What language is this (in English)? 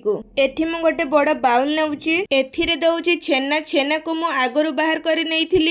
Odia